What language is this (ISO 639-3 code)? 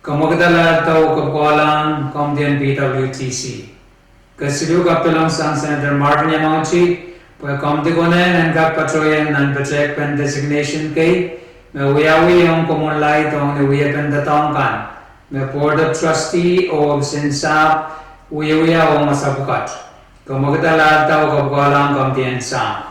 pon